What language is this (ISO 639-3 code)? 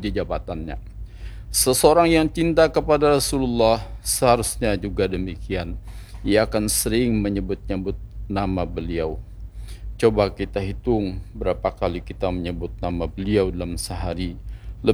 ind